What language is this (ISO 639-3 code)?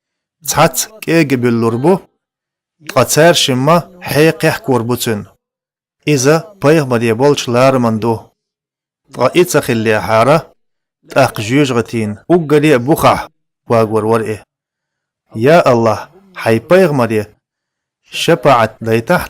che